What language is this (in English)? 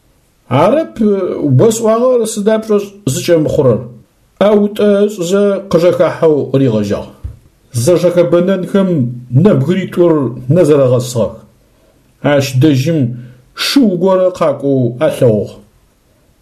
Adyghe